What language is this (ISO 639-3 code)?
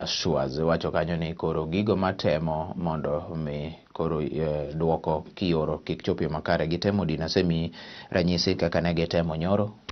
luo